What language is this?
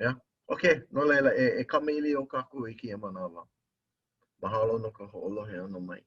Hawaiian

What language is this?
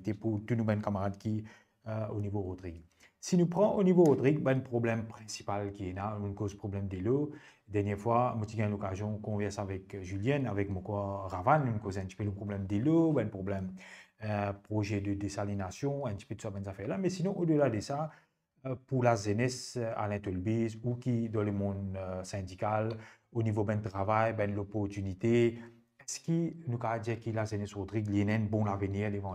Morisyen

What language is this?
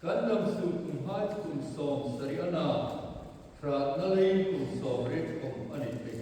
Hmar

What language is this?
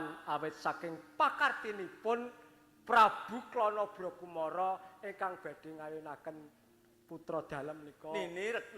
Javanese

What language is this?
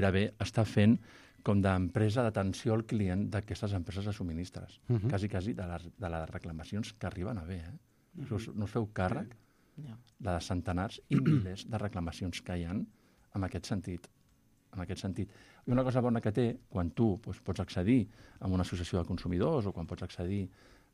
Catalan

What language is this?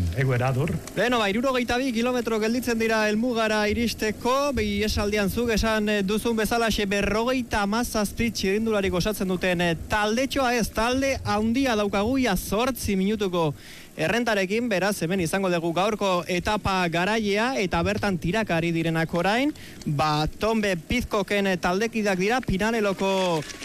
Basque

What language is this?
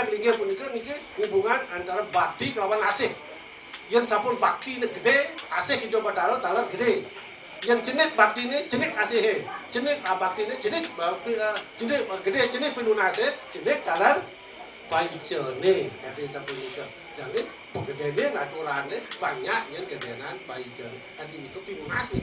Balinese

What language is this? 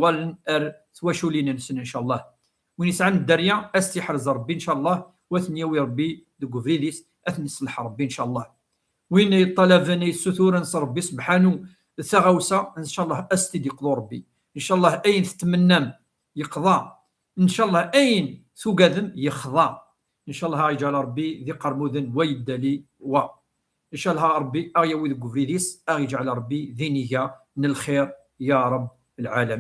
Kabyle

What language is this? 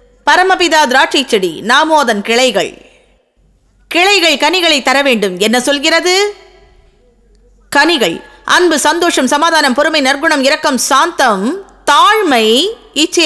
Tamil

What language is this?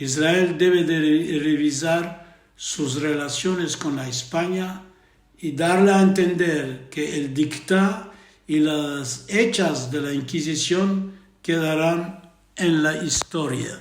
Ladino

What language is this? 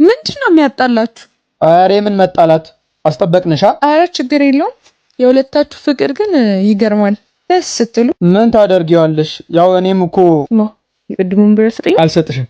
Amharic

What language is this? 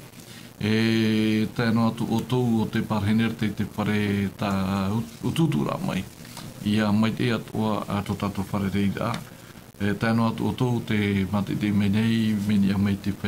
Tahitian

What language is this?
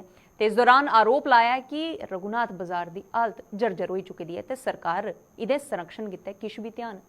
Dogri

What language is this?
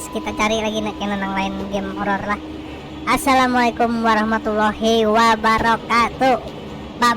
Banjar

